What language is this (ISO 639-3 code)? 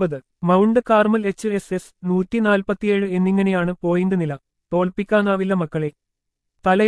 mal